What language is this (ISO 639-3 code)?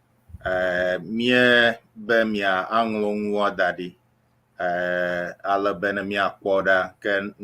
ewe